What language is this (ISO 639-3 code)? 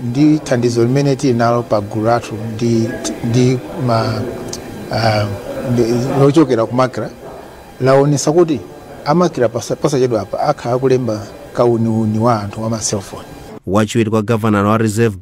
nya